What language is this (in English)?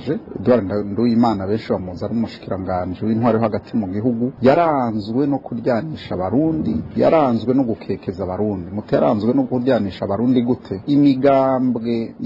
Rundi